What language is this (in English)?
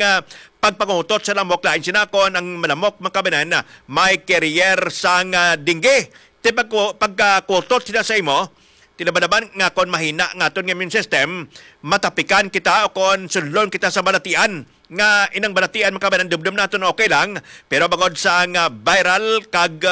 Hiligaynon